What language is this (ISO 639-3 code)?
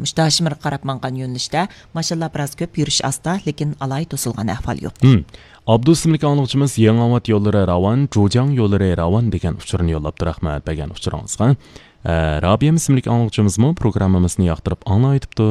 uig